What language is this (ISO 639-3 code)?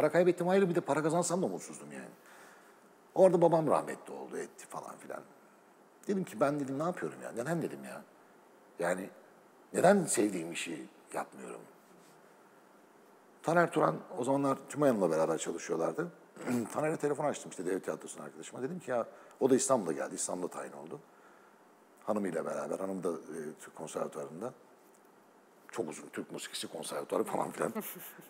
tur